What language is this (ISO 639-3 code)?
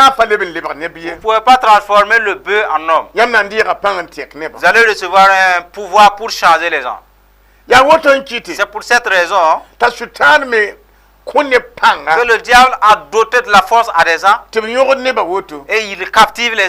mos